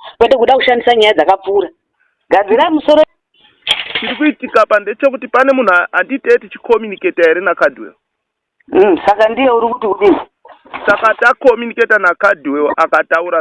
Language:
Shona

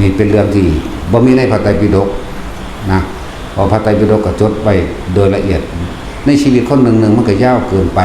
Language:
Northeastern Thai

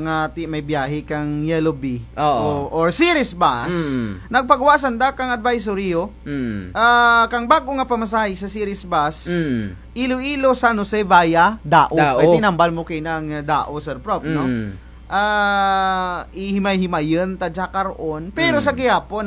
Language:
Kinaray-a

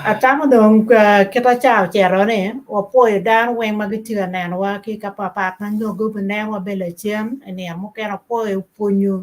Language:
Acoli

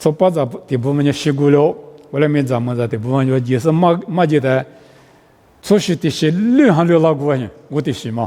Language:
Lisu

